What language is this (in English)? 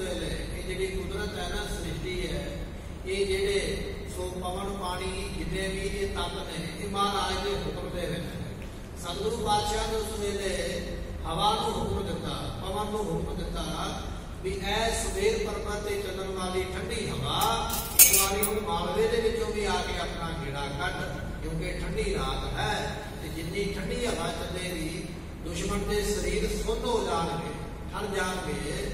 Punjabi